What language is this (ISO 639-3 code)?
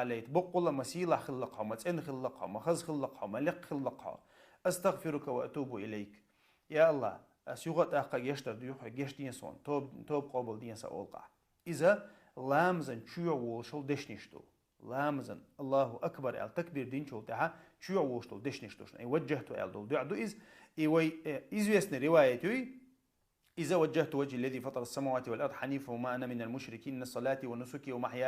che